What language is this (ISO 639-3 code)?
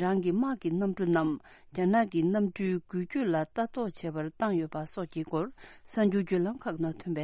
bod